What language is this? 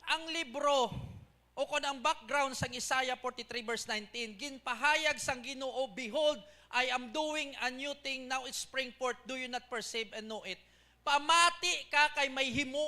Hiligaynon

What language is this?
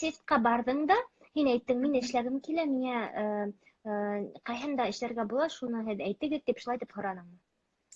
Bashkir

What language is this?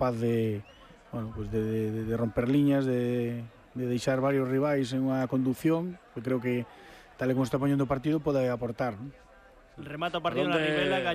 Galician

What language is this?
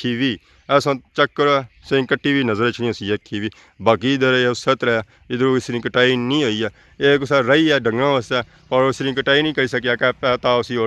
Pahari-Potwari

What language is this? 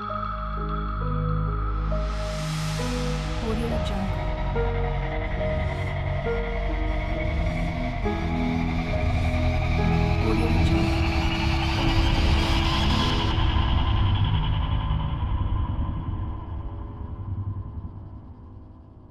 Malay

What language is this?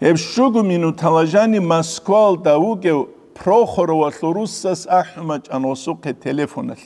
Avaric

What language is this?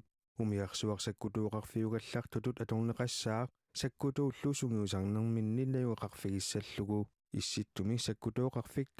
Kalaallisut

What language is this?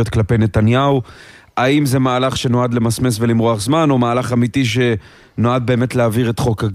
Hebrew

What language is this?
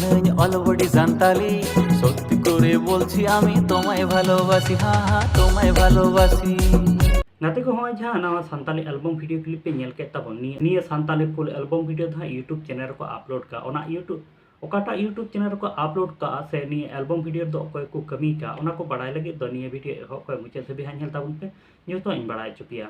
Santali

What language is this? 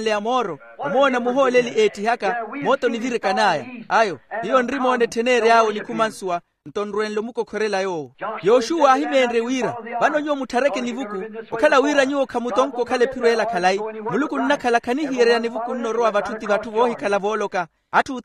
Makhuwa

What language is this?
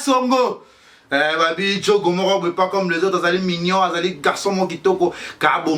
Lingala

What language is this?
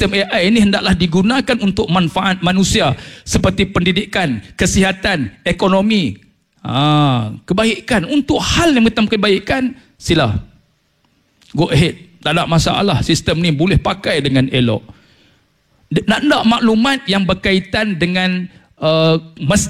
Malay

